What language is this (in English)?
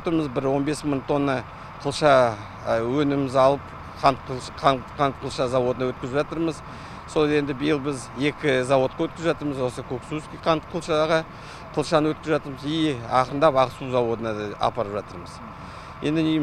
Kazakh